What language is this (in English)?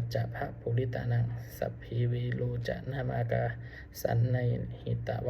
Pali